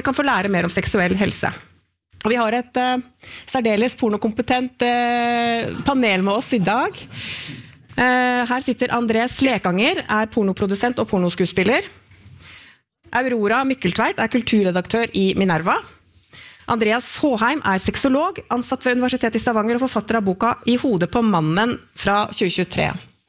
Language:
Norwegian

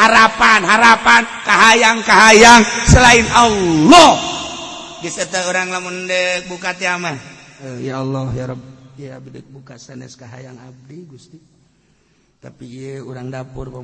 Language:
Sundanese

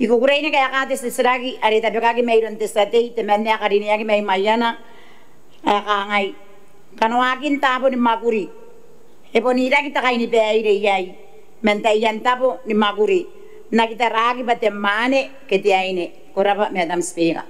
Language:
Gilbertese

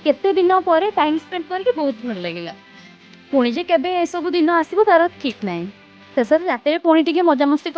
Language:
Odia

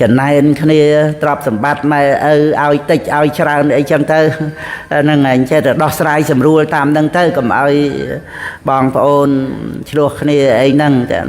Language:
Khmer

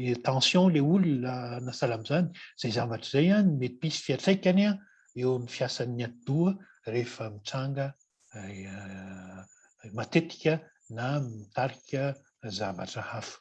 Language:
Malagasy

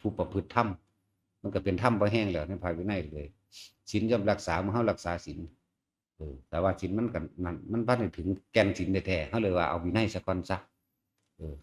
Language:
Northeastern Thai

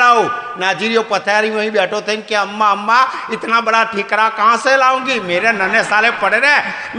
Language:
Gujarati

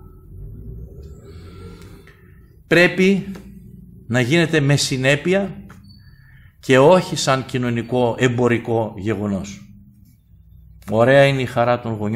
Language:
Greek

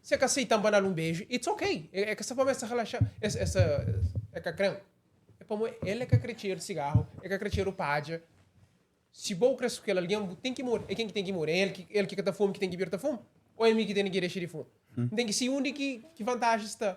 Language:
Kabuverdianu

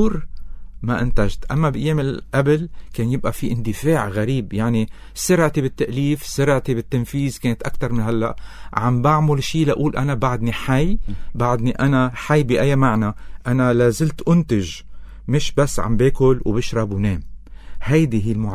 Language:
North Levantine Arabic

